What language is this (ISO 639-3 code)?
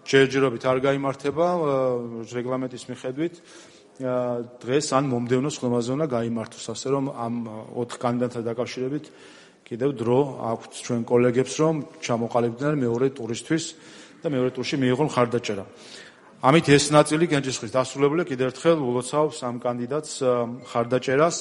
kat